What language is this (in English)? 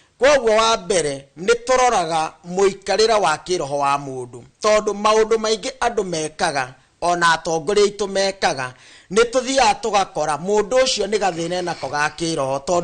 Kikuyu